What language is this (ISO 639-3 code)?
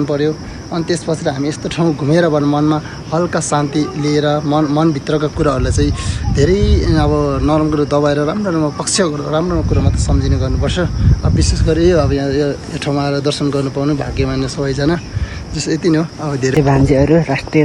nep